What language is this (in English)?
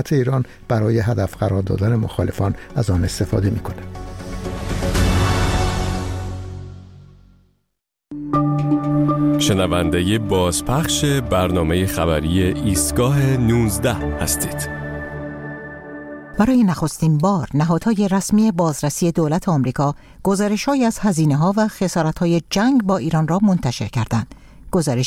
Persian